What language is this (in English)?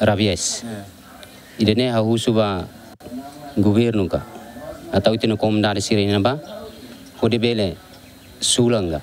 Tetum